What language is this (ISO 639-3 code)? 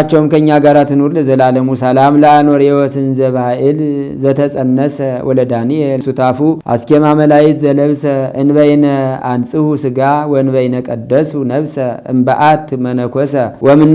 amh